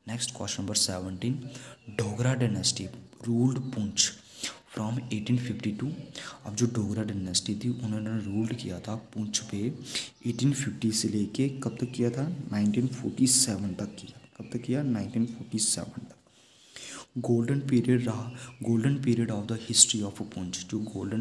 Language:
Hindi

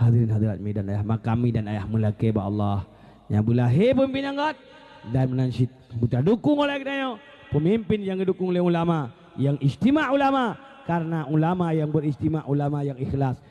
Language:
Achinese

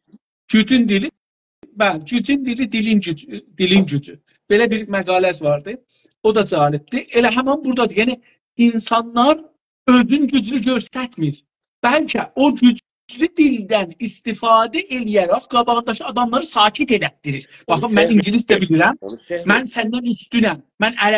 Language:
South Azerbaijani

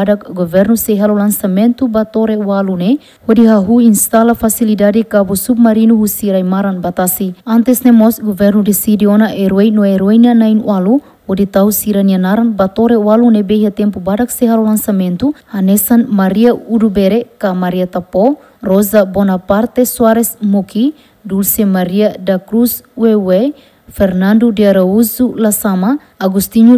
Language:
Tetum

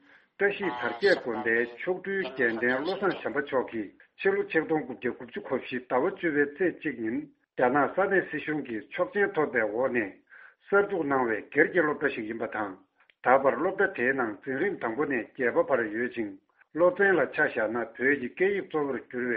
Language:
Tibetan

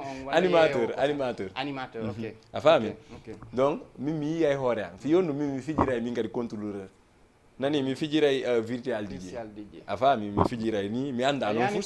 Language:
Fula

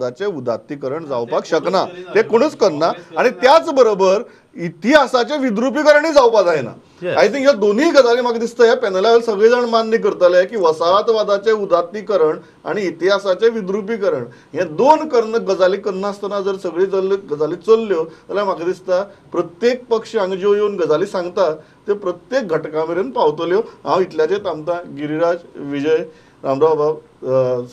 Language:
Konkani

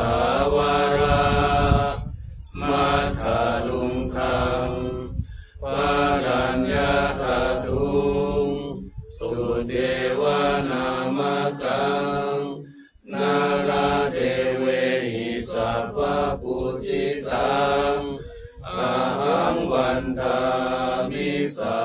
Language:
Pali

